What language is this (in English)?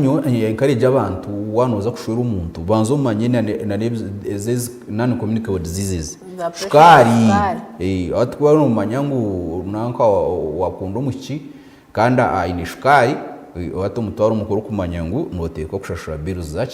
Nyankole